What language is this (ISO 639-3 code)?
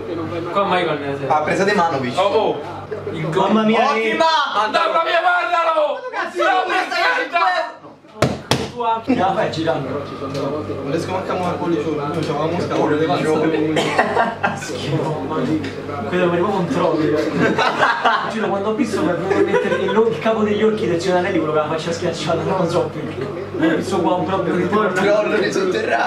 ita